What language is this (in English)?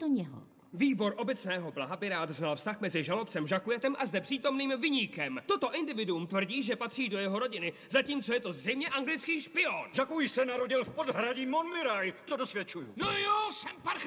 Czech